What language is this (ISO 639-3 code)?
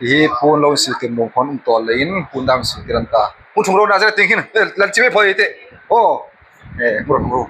hmr